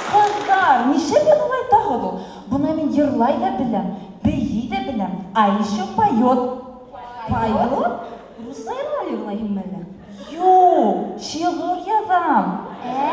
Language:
Bashkir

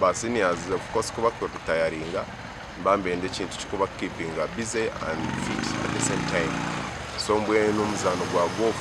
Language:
Nyankole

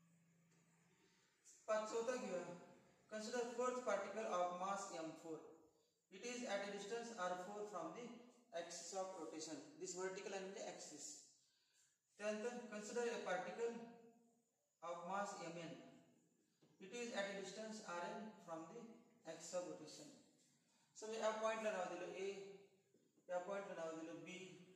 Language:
Marathi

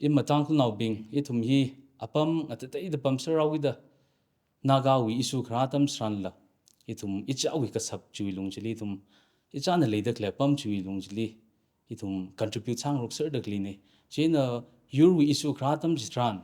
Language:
Tangkhul Naga (India)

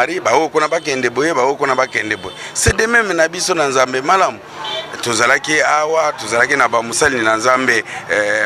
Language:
Lingala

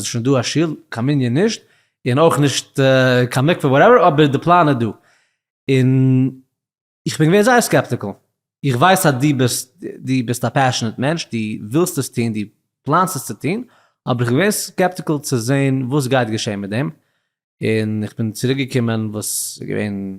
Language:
Yiddish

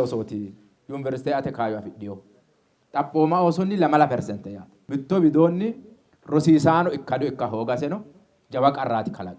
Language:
Sidamo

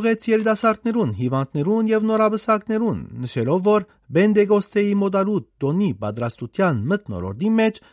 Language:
Armenian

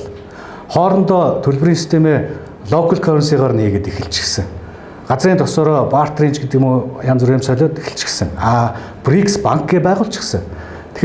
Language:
Mongolian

